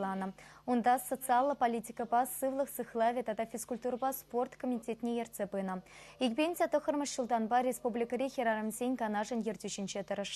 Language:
Chuvash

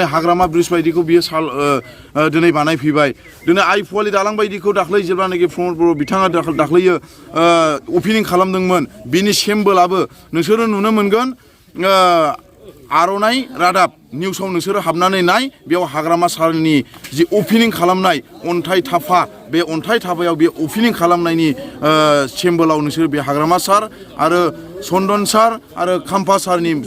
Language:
Bodo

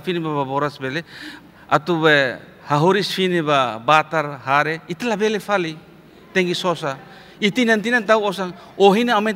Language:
Tetum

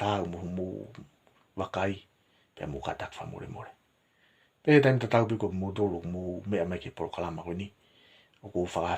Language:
Tongan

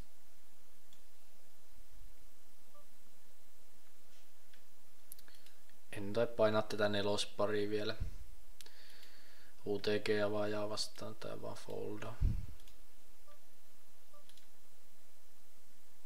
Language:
Finnish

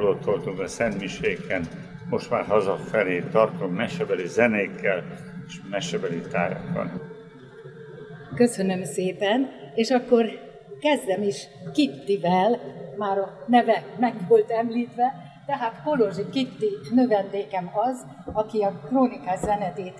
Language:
Hungarian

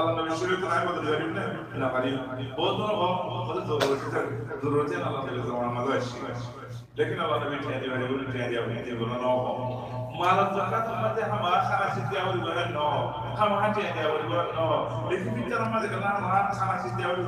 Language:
Rohingya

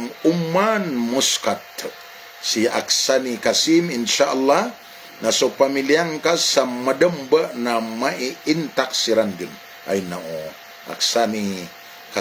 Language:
Maranao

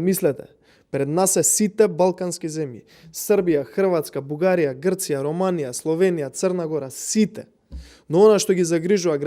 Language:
Macedonian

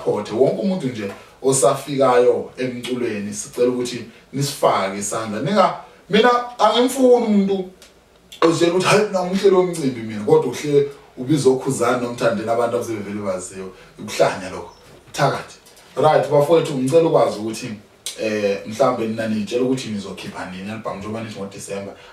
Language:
Zulu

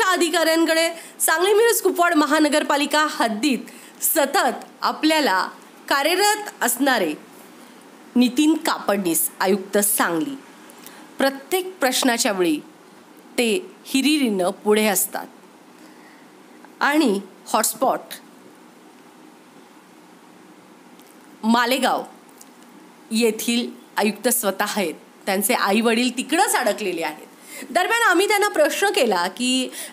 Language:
Marathi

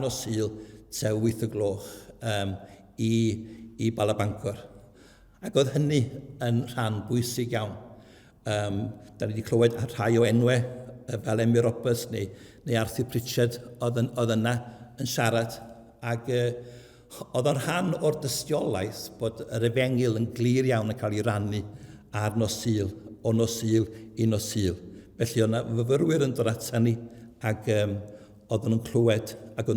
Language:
Welsh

